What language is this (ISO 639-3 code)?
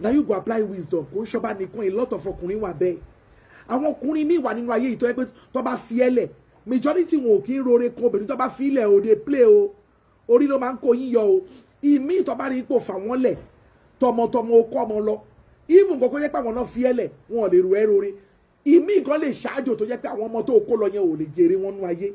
yor